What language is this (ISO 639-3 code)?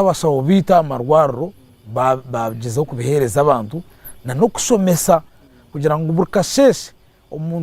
nyn